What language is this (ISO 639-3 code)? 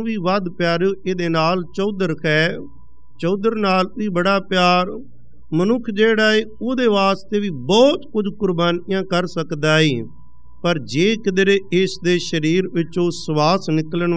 pan